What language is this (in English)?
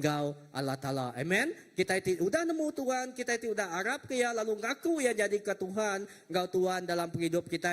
Iban